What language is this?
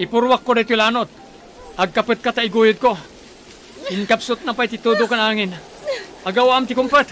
Iloko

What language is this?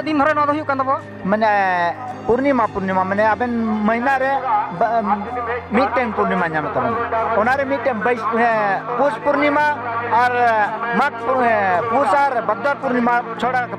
Santali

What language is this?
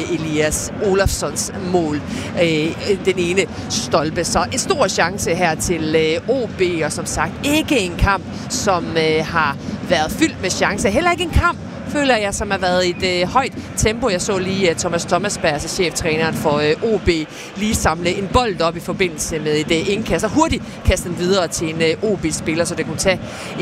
Danish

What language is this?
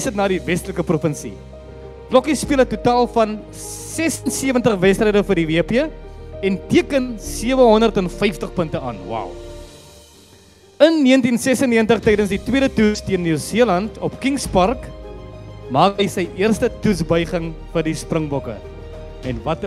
Afrikaans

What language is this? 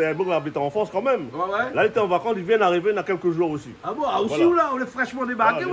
Réunion Creole French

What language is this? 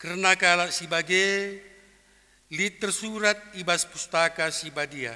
Batak Karo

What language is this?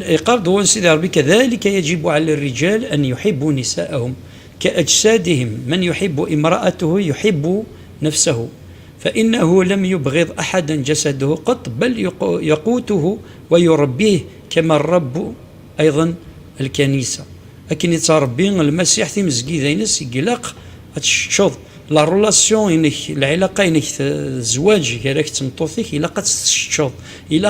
Kabyle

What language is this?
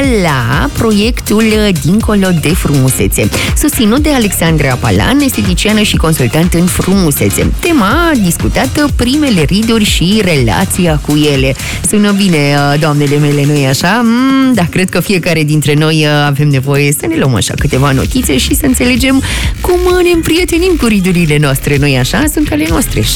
Romanian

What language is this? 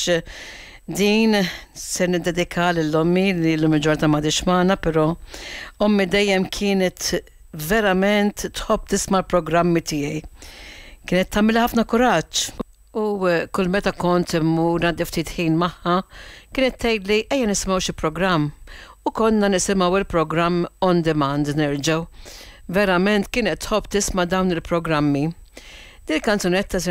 Maltese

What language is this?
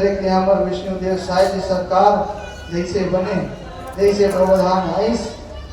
Chhattisgarhi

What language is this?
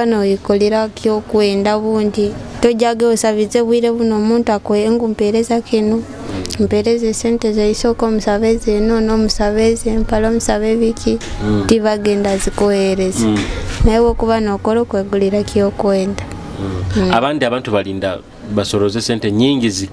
Nyoro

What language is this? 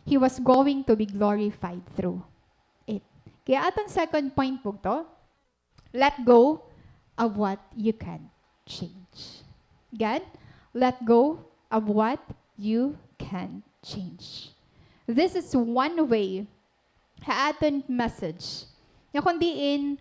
Waray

